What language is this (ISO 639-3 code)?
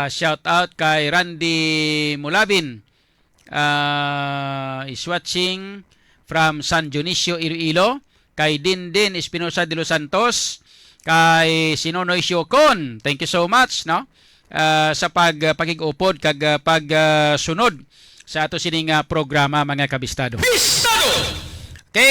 hil